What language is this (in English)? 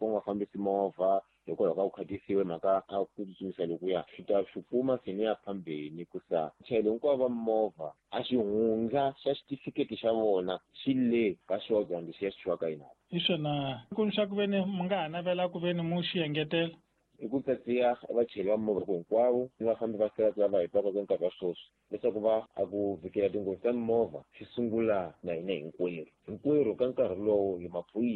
Tsonga